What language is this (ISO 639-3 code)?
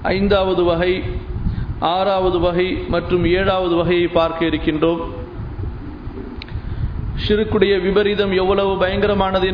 tam